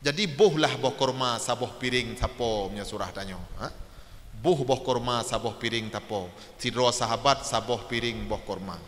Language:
Achinese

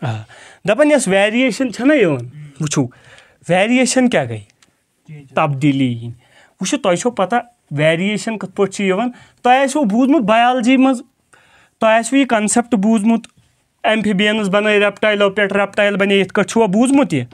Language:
Kashmiri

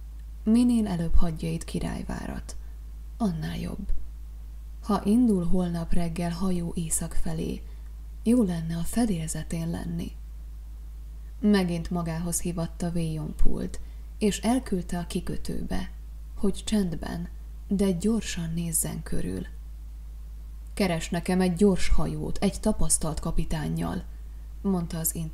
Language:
Hungarian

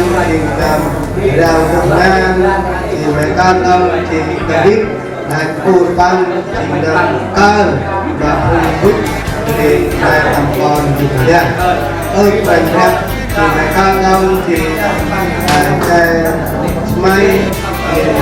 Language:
Central Mnong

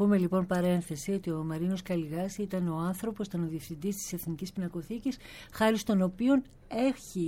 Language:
Greek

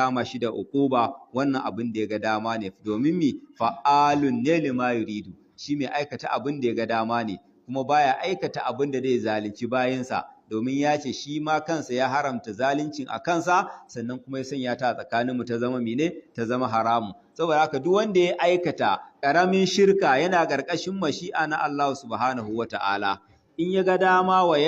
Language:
Hausa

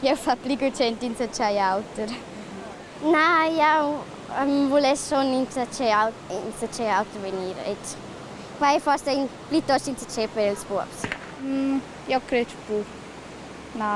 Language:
Romansh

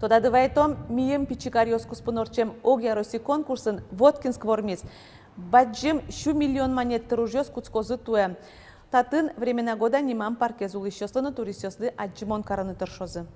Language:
Udmurt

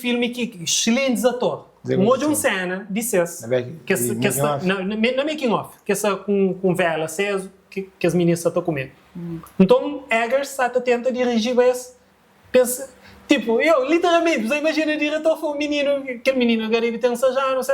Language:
Kabuverdianu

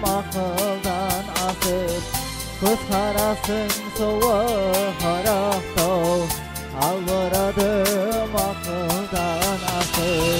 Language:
Kara-Kalpak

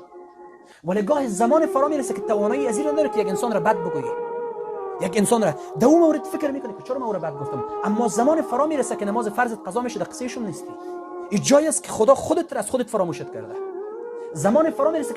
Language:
Persian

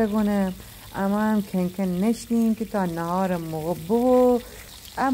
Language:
Gilaki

